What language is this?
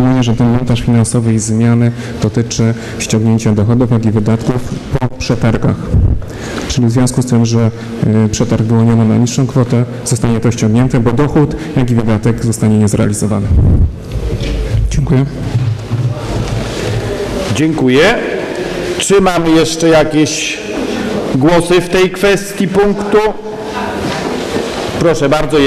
Polish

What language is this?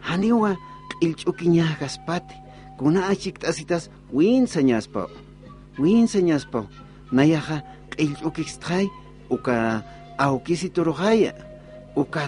Aymara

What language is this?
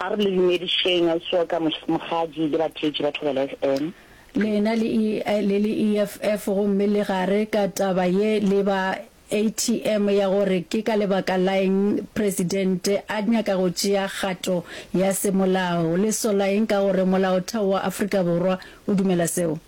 Northern Sotho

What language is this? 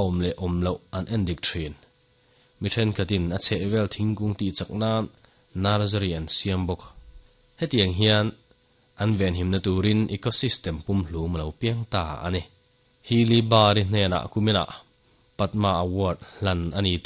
Mizo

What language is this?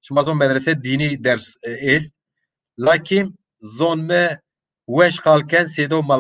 Zaza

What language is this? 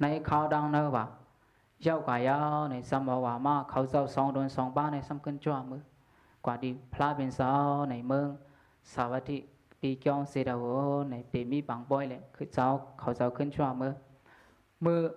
Shan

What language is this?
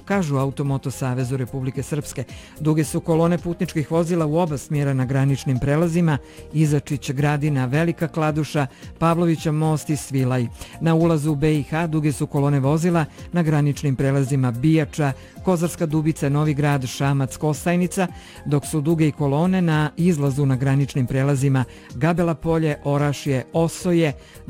Serbian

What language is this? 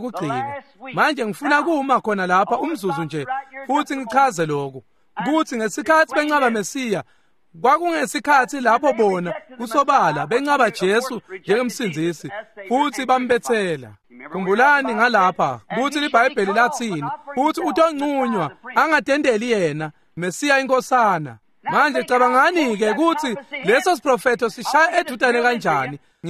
Swati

